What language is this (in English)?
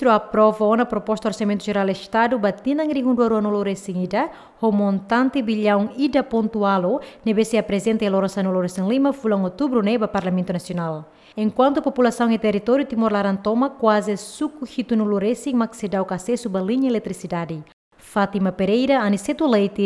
Tetum